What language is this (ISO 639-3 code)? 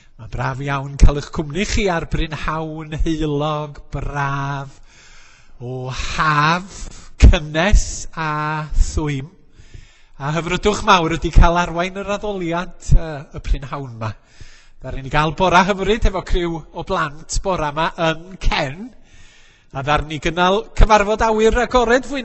cym